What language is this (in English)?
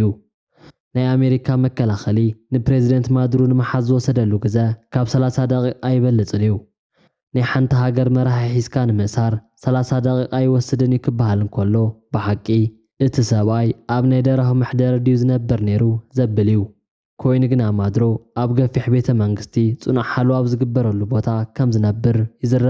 Tigrinya